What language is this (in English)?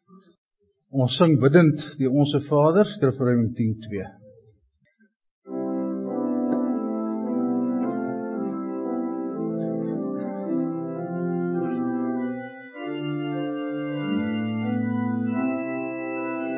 Afrikaans